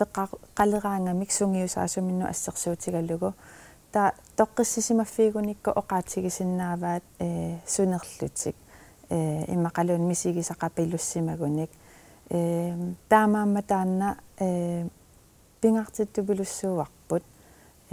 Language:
Kalaallisut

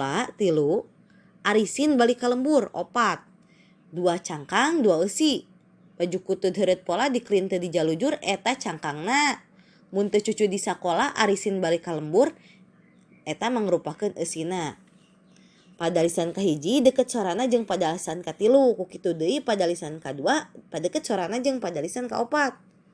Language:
Sundanese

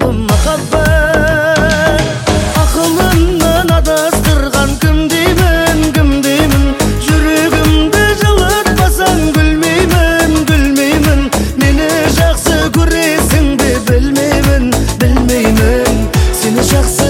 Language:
Kazakh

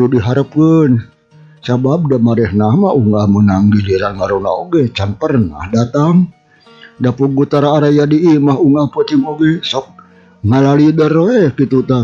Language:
Sundanese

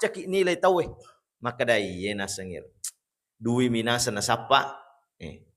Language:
Buginese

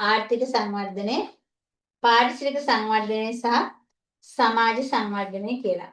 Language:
Sinhala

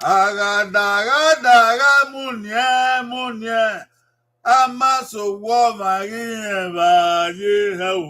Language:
Bini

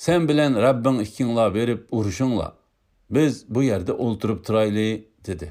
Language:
Uyghur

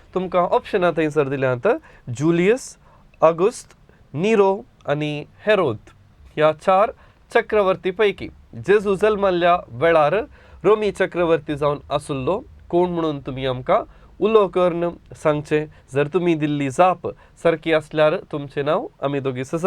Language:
Konkani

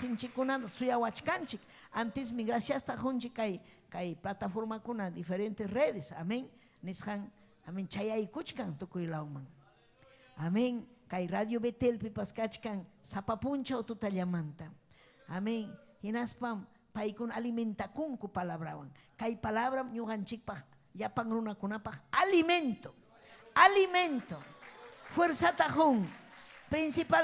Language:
Ayacucho Quechua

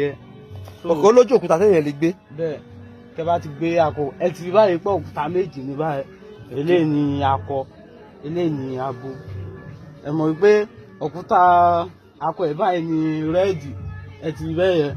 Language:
Yoruba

